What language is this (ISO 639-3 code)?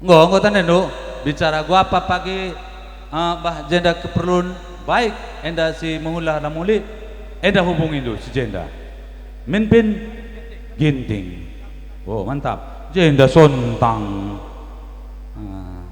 btx